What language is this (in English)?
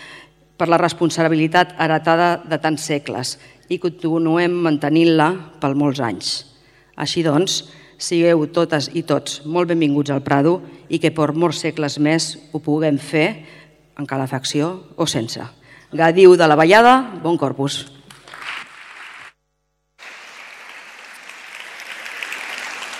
Catalan